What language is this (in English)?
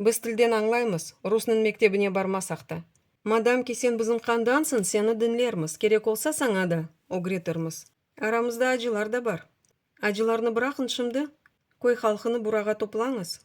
Crimean Tatar